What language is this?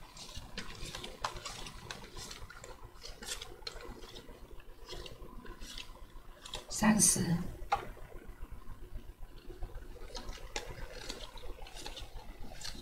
Chinese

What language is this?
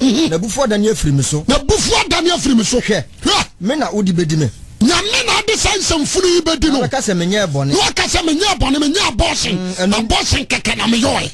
Akan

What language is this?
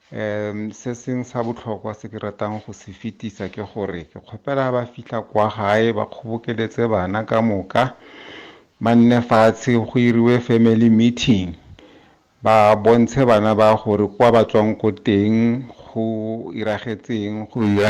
Northern Sotho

